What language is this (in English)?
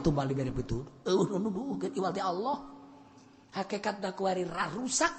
Sundanese